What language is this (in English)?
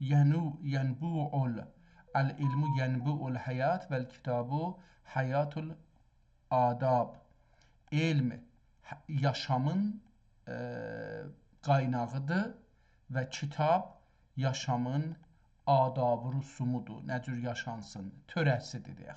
South Azerbaijani